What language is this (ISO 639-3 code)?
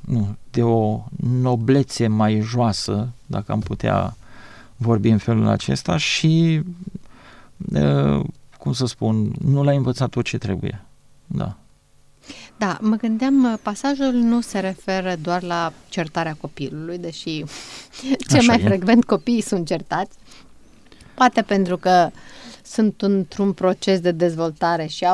ron